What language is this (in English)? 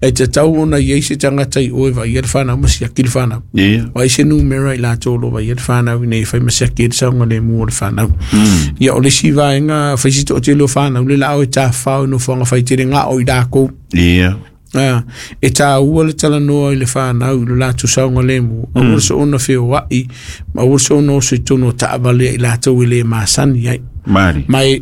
Samoan